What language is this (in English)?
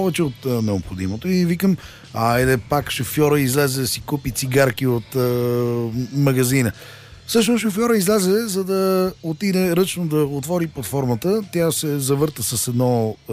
Bulgarian